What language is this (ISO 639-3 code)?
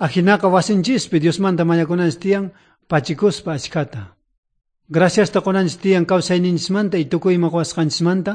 quh